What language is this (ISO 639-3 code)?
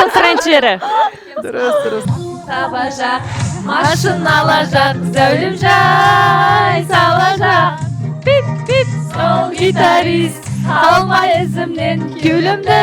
kaa